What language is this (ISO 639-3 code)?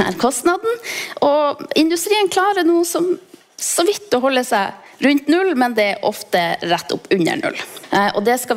nor